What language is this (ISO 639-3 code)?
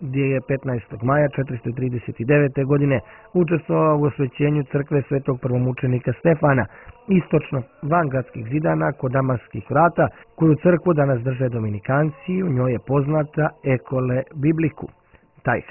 srp